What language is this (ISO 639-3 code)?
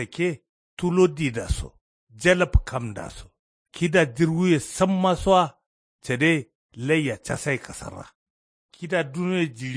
kau